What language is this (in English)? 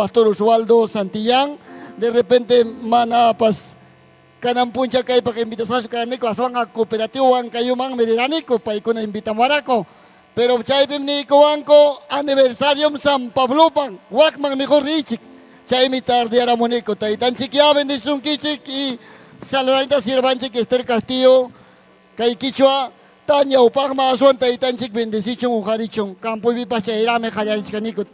Ayacucho Quechua